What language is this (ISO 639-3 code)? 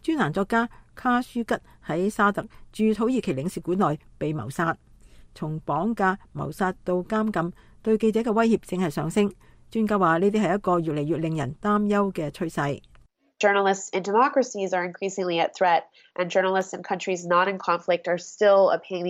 yue